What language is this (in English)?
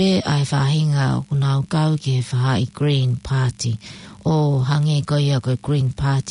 Tongan